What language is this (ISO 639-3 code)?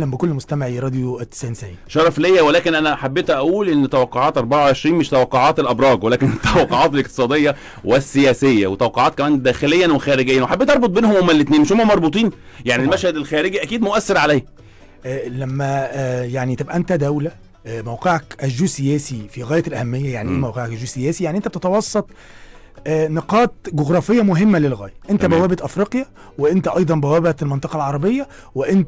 arz